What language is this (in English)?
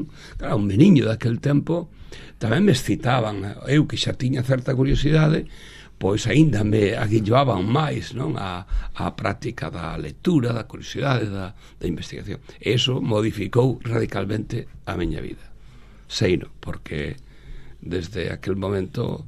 Galician